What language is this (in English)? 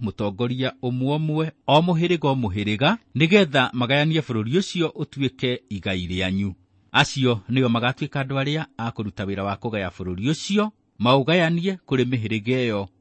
Kikuyu